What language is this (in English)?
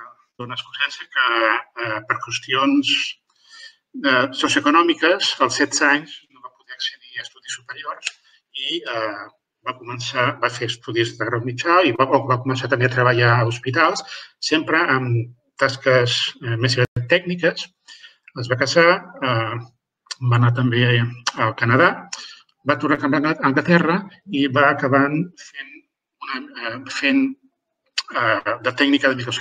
Catalan